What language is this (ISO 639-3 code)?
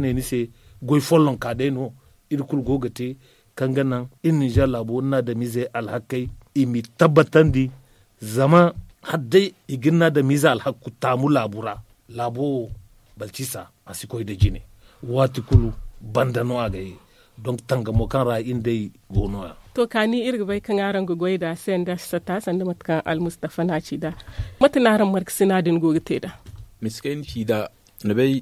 dje